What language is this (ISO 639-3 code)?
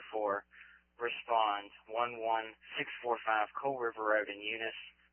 eng